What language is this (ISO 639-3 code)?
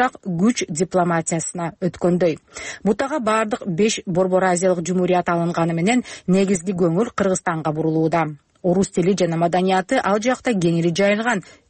kir